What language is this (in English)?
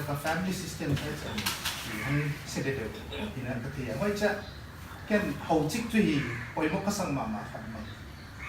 Paite Chin